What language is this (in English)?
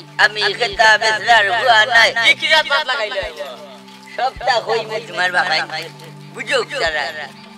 Sylheti